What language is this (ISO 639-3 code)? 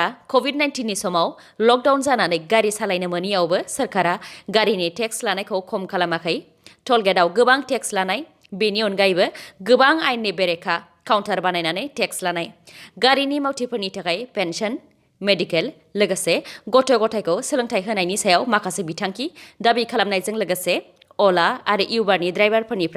brx